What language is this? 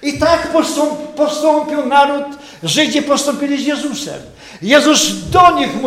Polish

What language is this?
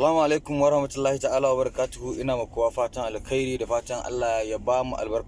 Hausa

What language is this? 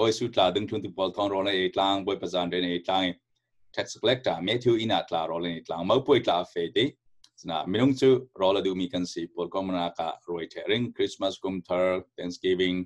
Falam Chin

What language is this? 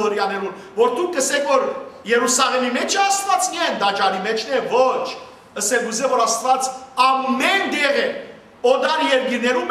Western Armenian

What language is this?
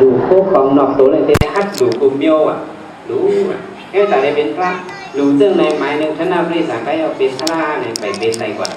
Shan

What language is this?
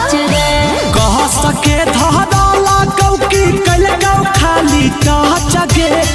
Magahi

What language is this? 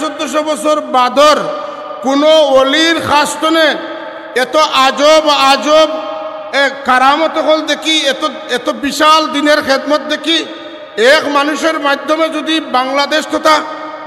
Sylheti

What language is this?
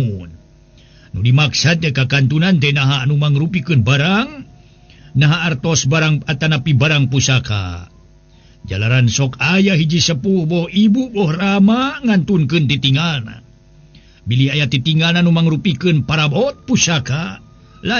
Sundanese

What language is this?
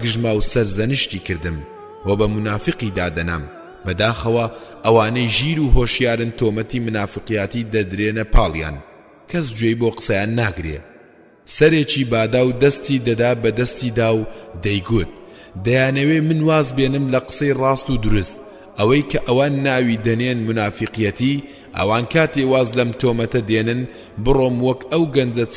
Central Kurdish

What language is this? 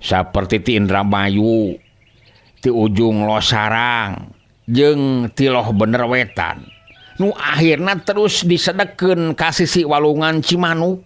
Sundanese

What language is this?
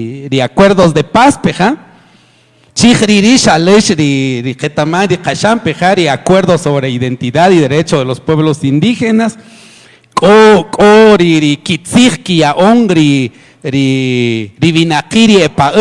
Kaqchikel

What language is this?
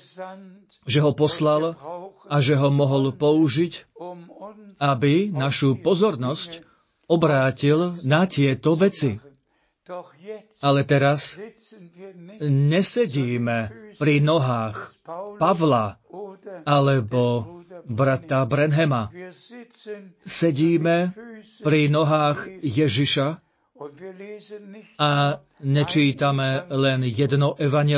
Slovak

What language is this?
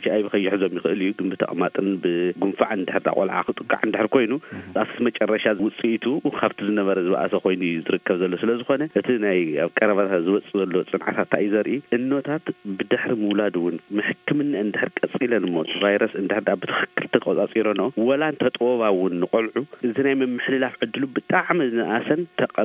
Tigrinya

